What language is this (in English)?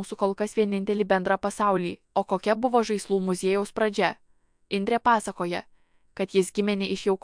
Lithuanian